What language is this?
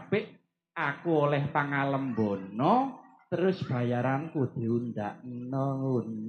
Javanese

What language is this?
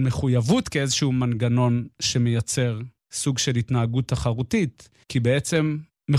Hebrew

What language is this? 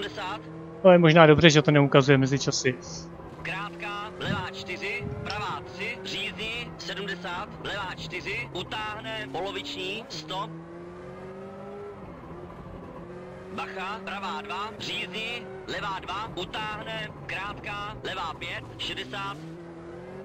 Czech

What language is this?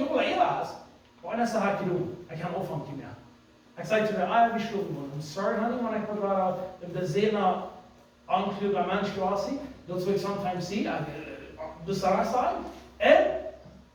Plautdietsch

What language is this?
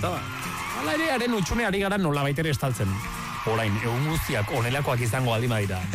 Basque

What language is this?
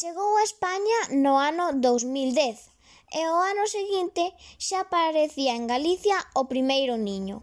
Galician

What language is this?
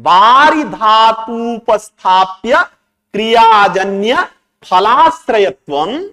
Sanskrit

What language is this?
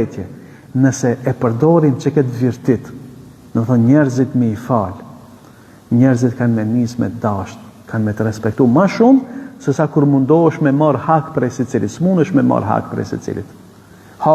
Albanian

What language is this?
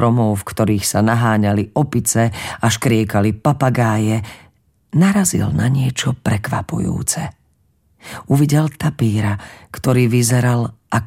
Slovak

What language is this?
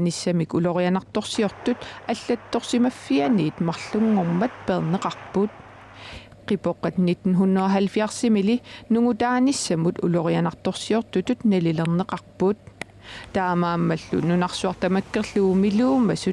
Kalaallisut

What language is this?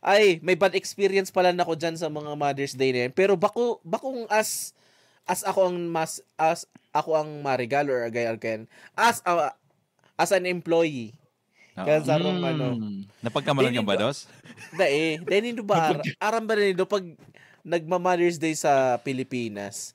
Bikol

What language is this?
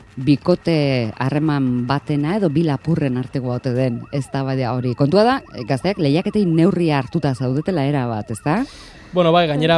Basque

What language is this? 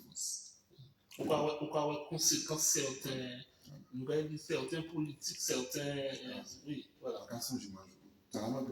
Haitian Creole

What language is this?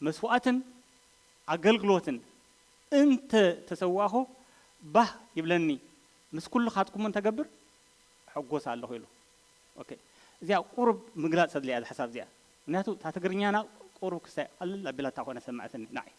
Tigrinya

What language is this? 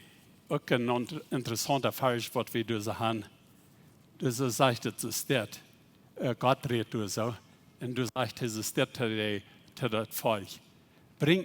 Plautdietsch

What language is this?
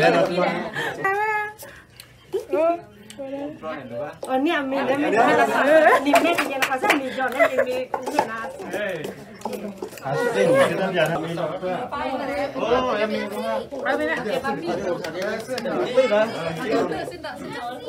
Malay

